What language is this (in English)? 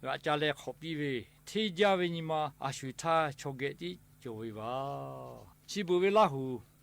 Lahu